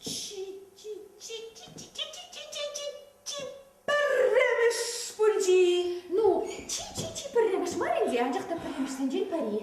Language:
Chuvash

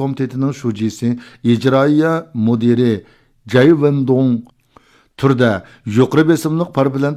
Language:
Uyghur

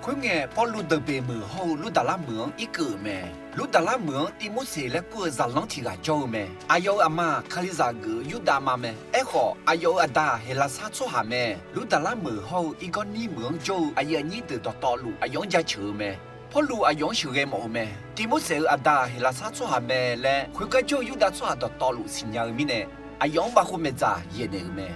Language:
Akha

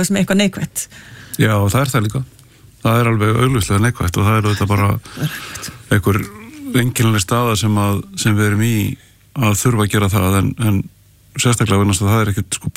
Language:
Icelandic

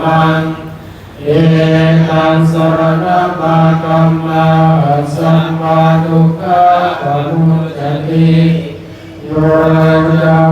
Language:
Pali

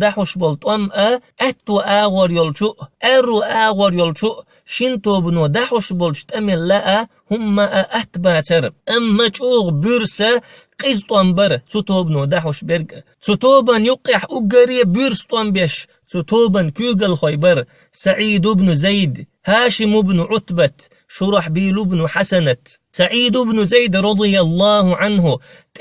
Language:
Chechen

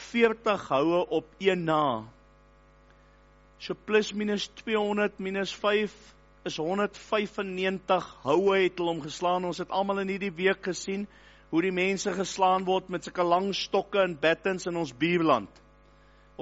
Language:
Afrikaans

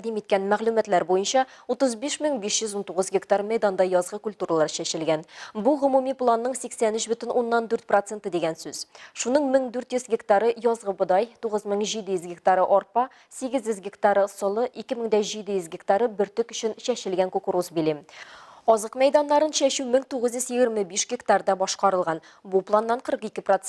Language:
Tatar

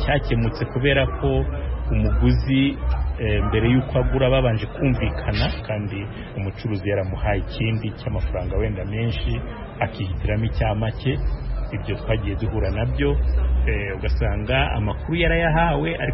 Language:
Kinyarwanda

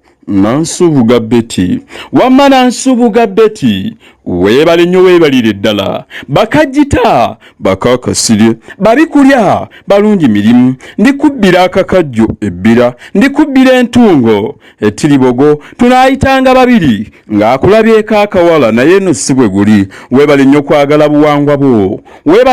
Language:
Ganda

